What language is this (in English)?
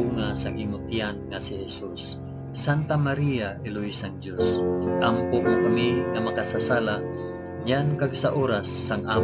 Hiligaynon